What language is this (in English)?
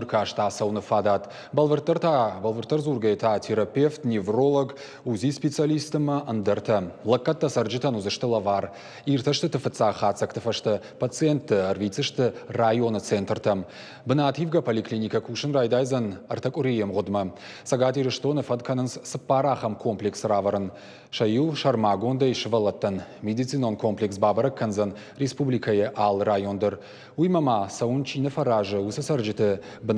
Ossetic